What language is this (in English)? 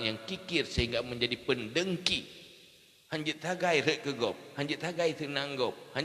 Achinese